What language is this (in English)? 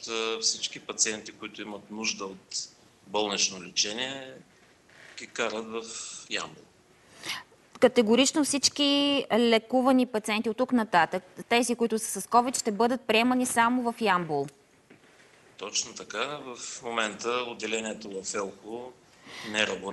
Bulgarian